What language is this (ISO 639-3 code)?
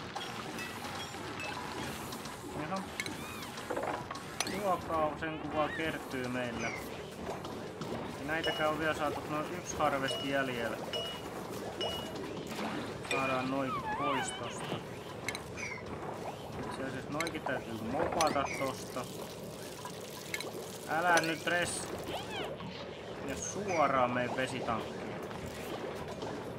fin